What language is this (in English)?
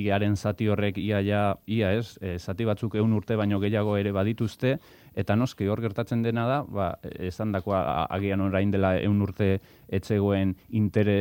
Basque